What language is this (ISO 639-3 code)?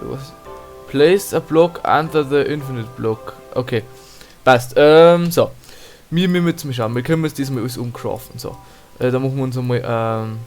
bar